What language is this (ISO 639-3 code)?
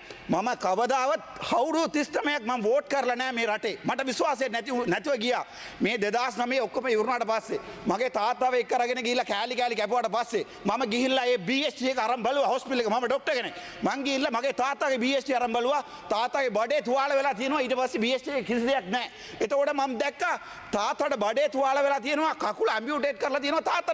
sin